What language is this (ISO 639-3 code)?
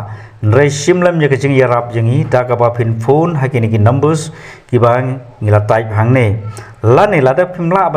kha